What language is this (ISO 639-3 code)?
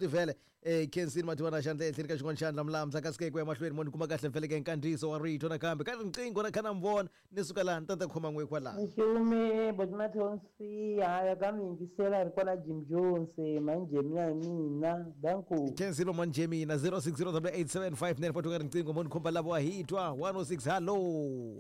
tso